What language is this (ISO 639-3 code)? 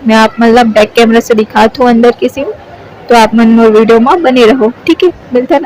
hne